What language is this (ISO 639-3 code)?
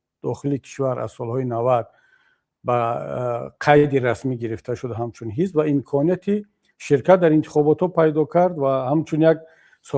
tgk